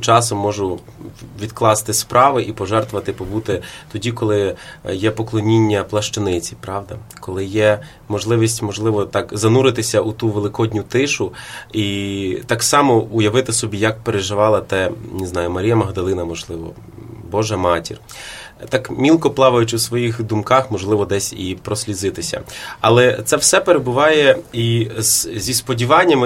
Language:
Ukrainian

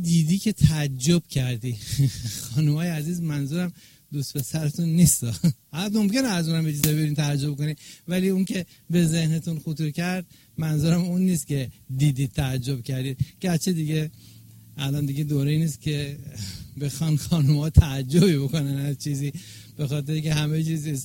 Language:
Persian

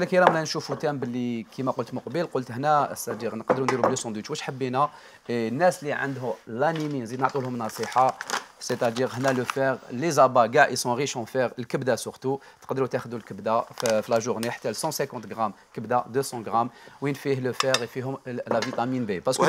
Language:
Algerian Arabic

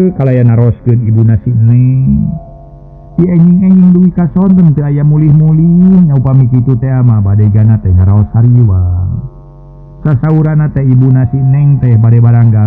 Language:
Sundanese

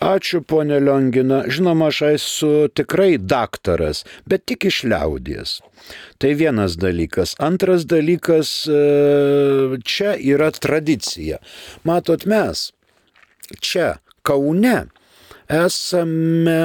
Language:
Lithuanian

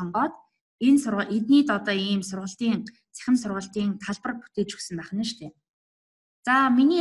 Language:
Mongolian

